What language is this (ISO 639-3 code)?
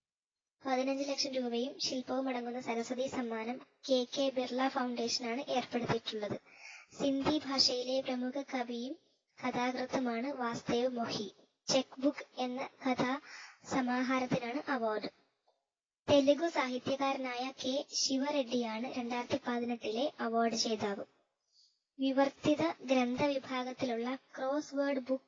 mal